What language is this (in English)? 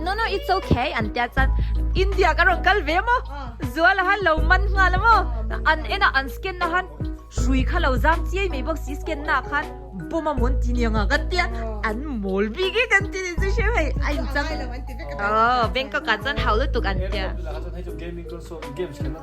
Mizo